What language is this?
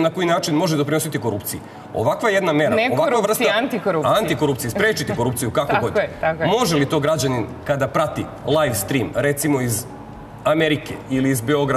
Serbian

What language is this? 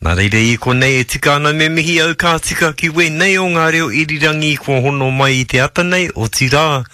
Māori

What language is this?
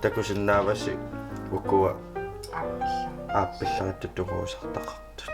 Kalaallisut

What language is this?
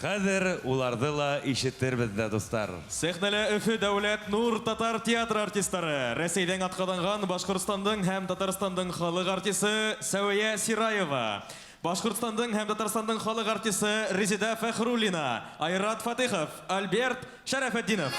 Bashkir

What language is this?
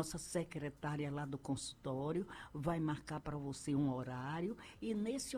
Portuguese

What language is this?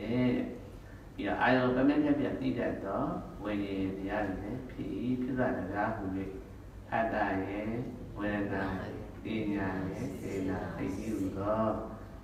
Burmese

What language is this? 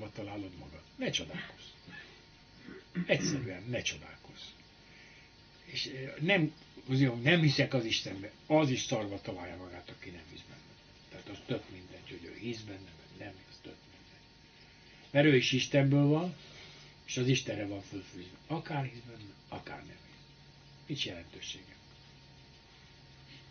Hungarian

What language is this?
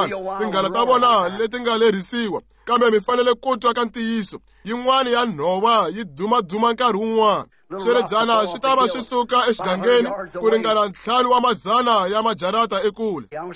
Tsonga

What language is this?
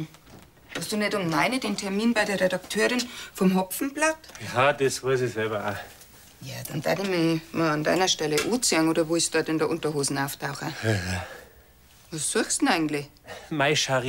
Bavarian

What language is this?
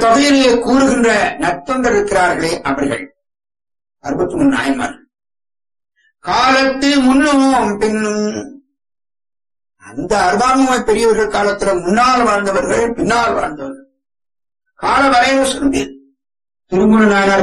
Tamil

